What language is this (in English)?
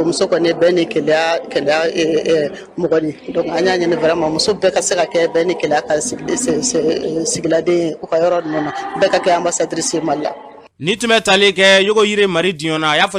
Bambara